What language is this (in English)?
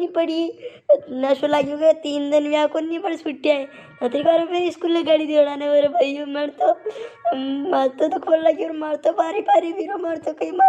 Rajasthani